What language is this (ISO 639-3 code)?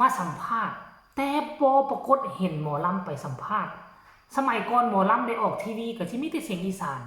tts